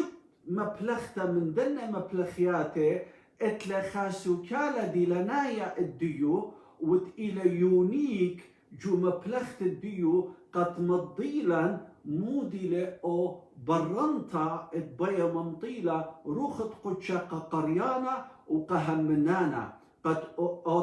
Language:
Assyrian Neo-Aramaic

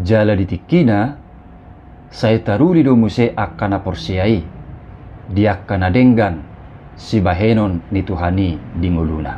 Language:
Batak Toba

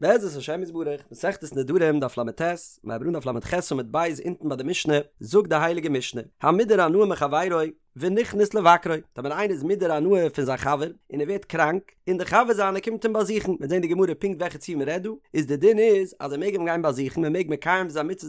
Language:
Yiddish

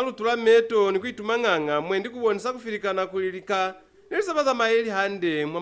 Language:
Lozi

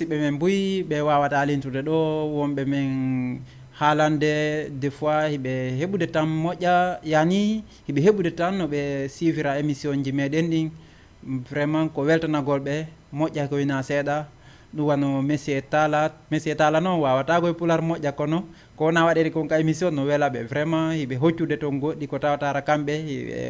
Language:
Fula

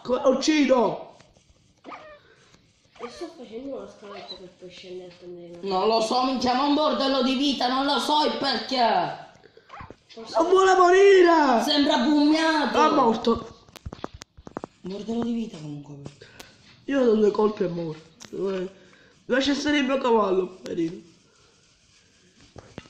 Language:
Italian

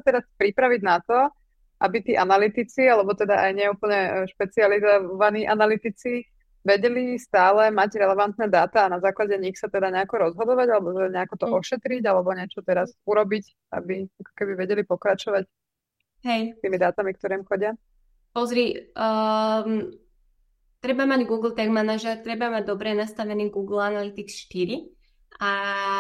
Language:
Slovak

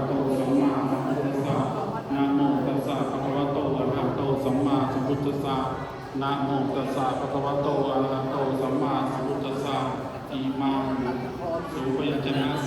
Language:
Pali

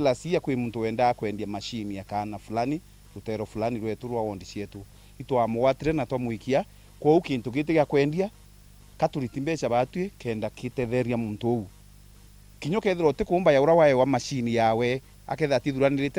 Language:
Meru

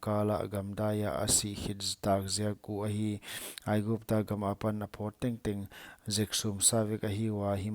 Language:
Paite Chin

